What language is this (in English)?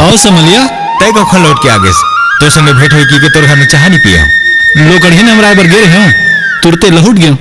Chhattisgarhi